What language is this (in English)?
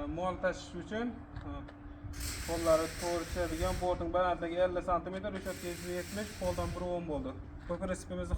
Uzbek